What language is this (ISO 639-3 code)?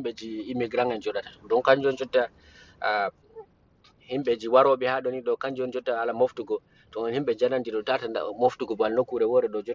ful